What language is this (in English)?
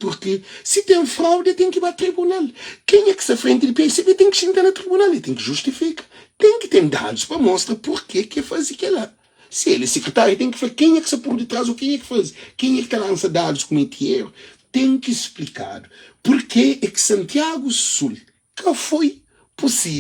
Kabuverdianu